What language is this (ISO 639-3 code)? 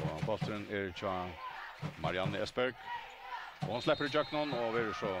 fao